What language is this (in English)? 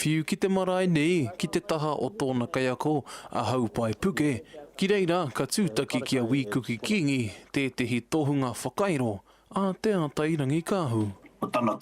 Māori